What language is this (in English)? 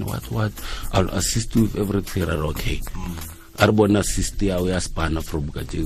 Tswana